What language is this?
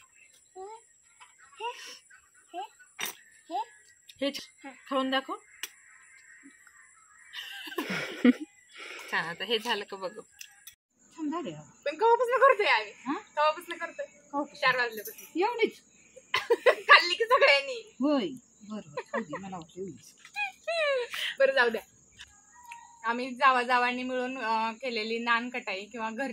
Marathi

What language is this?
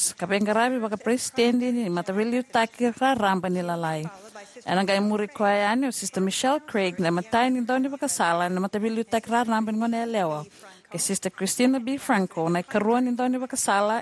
Fijian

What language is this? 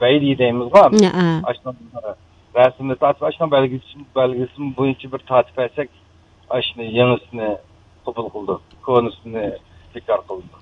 Uyghur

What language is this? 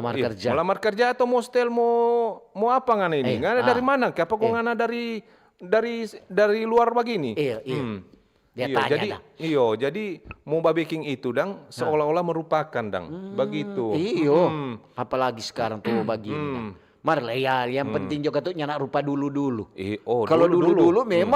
Manado Malay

